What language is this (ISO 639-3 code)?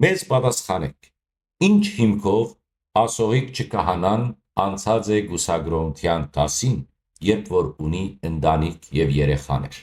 hyw